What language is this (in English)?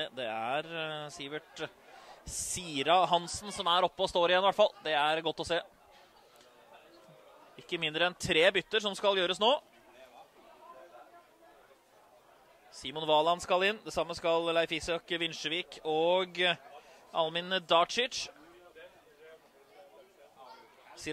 Norwegian